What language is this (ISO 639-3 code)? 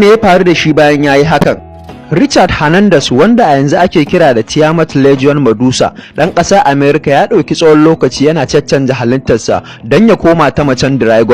hau